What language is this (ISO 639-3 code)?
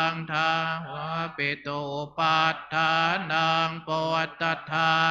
pli